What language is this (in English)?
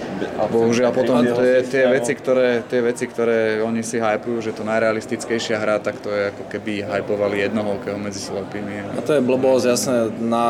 Slovak